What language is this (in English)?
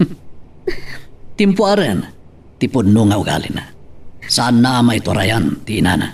Iloko